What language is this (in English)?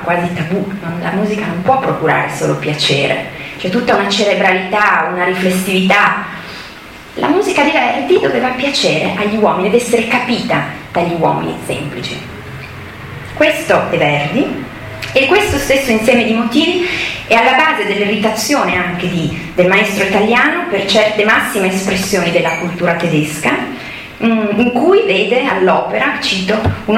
Italian